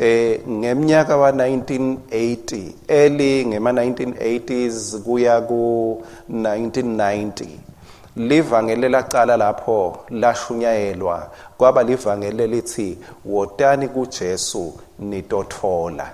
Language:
Swati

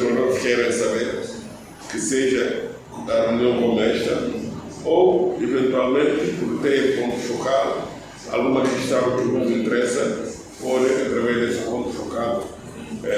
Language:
Tetum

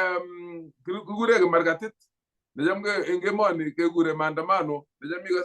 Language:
Kalenjin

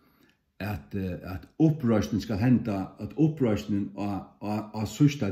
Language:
Faroese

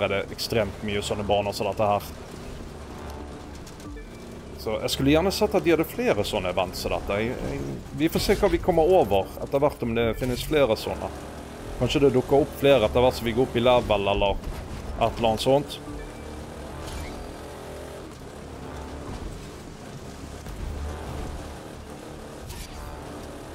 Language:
Norwegian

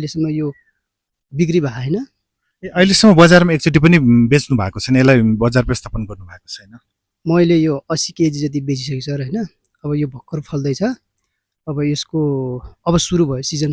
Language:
Nepali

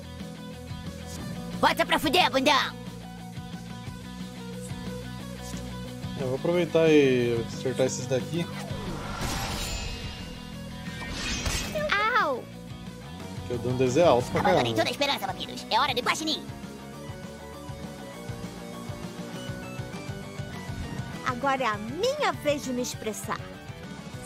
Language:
Portuguese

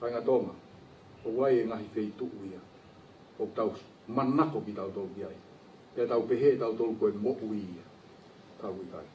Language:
Tongan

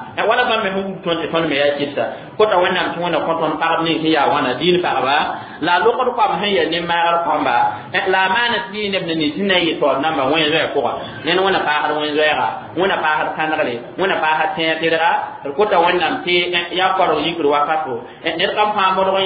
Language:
Mossi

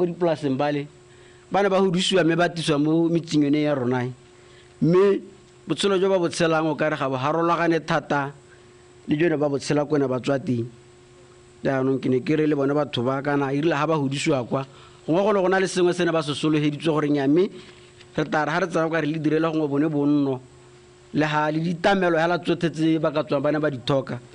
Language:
Tswana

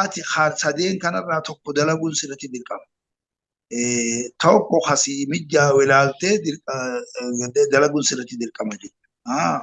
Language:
Oromo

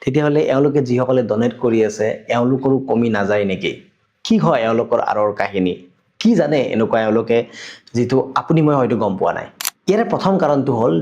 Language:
Assamese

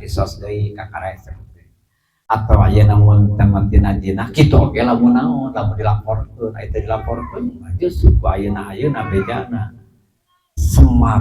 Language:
Sundanese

